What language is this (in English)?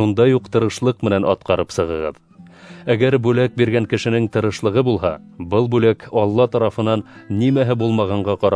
Bashkir